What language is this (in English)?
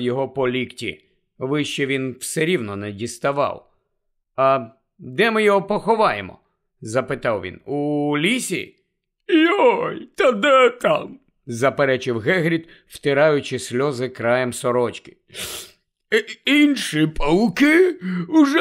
Ukrainian